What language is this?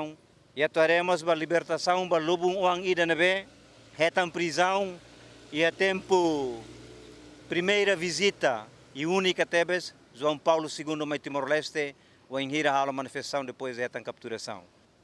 Tetum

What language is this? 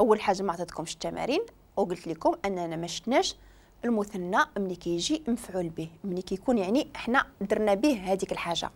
Moroccan Arabic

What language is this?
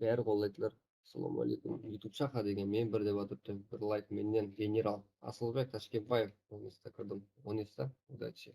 Kara-Kalpak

